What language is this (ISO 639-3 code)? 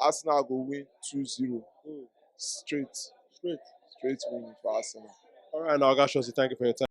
pcm